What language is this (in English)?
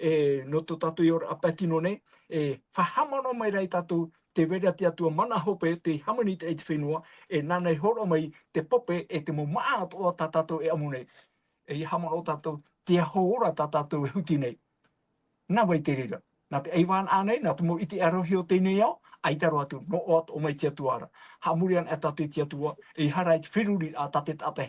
Tahitian